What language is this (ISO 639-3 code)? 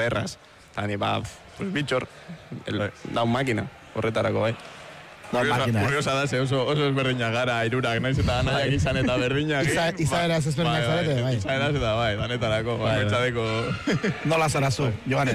eus